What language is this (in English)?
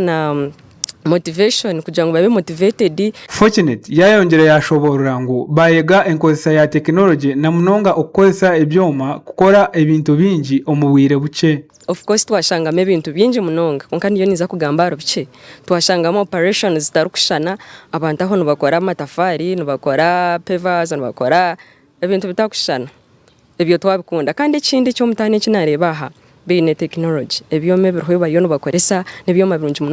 Nyankole